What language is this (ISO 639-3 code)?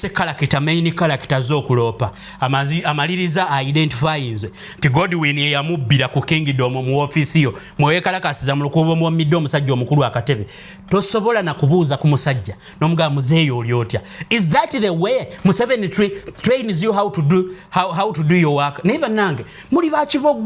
lug